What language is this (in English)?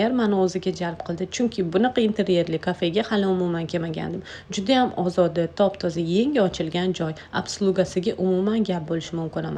Uzbek